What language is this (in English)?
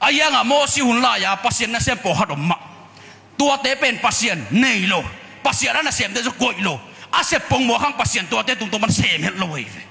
Tedim Chin